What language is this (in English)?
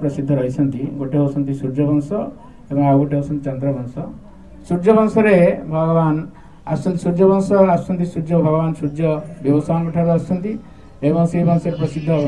Odia